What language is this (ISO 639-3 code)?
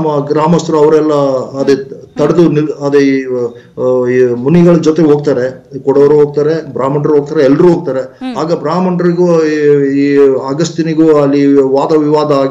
kan